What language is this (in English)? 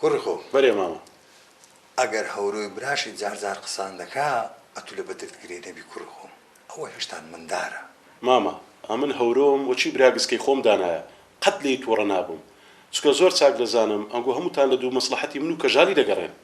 Central Kurdish